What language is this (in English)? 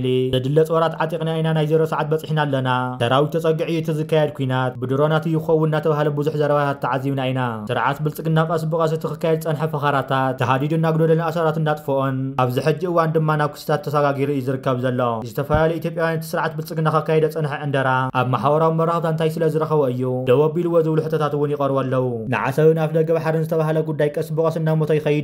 Tigrinya